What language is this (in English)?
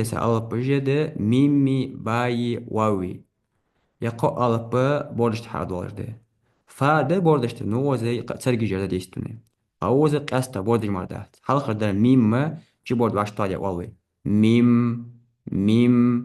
Ingush